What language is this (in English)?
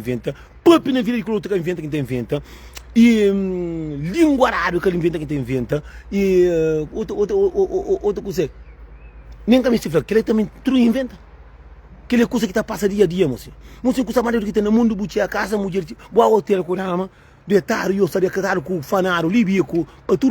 Kabuverdianu